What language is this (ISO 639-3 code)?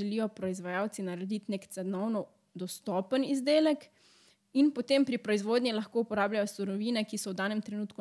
slv